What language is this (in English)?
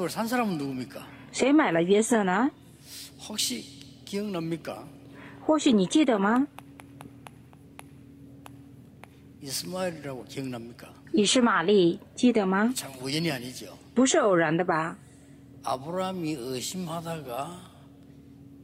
Korean